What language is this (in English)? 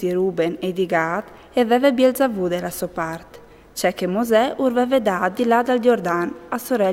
Friulian